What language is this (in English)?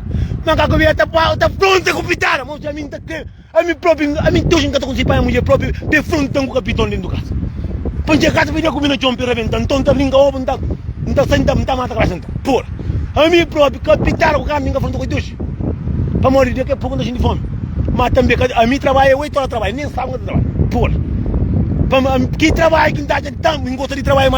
Kabuverdianu